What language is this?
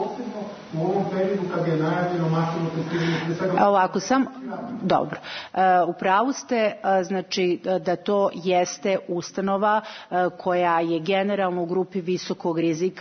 Serbian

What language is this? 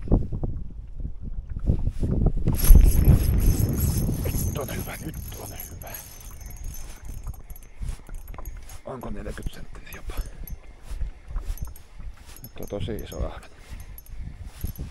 Finnish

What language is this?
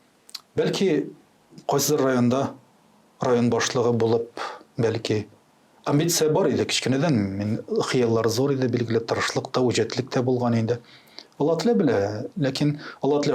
Tatar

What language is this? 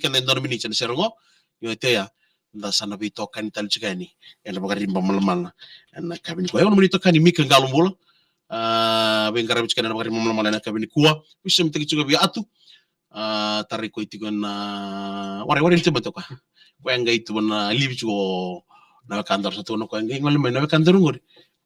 Fijian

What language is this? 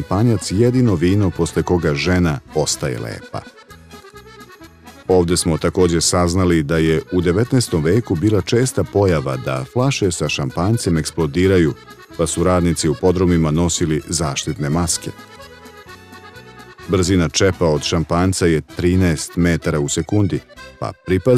Serbian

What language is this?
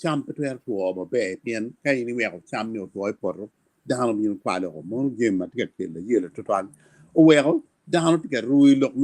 Acoli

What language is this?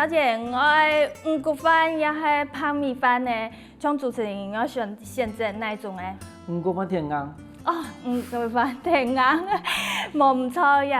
Hakka Chinese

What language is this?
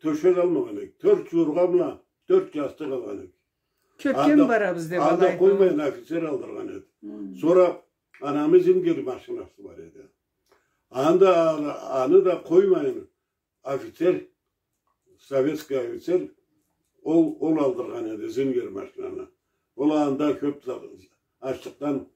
Karachay-Balkar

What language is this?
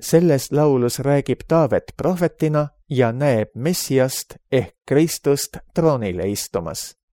Estonian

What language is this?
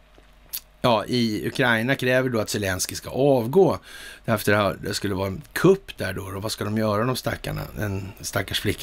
Swedish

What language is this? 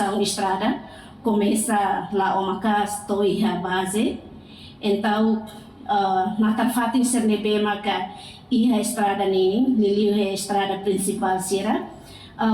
Tetum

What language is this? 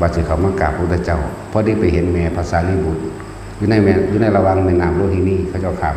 Northeastern Thai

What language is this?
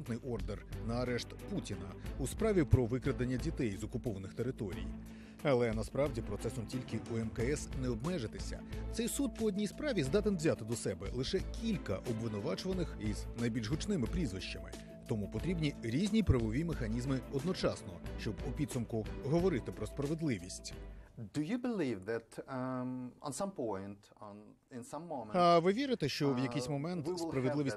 Ukrainian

